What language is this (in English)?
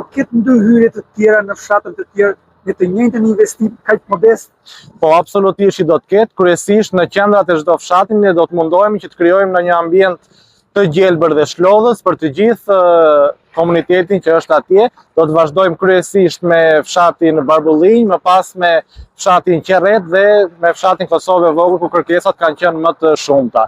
Albanian